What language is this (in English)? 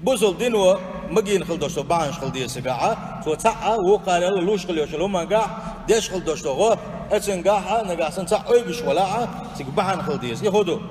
Chechen